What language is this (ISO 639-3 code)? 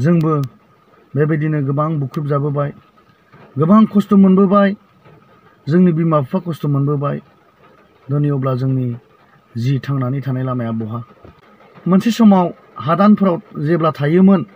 brx